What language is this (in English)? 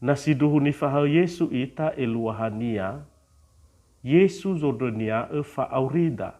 Nias